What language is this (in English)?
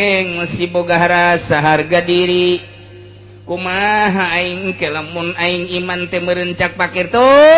Sundanese